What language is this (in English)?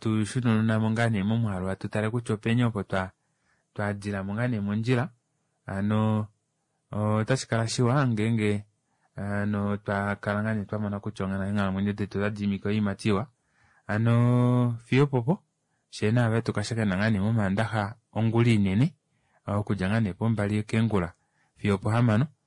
Kuanyama